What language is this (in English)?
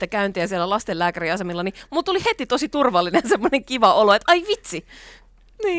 Finnish